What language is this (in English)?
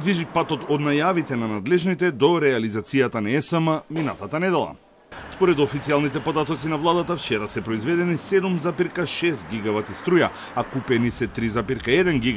Macedonian